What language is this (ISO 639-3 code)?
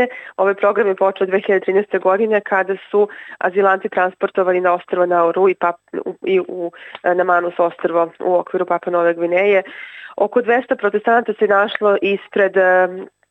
srp